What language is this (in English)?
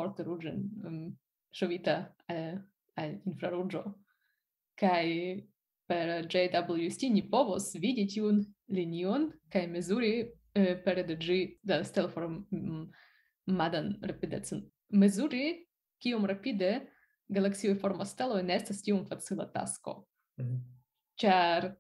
Esperanto